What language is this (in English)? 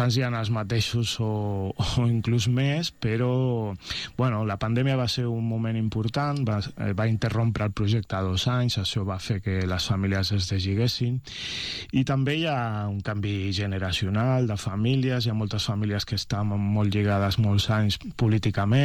Catalan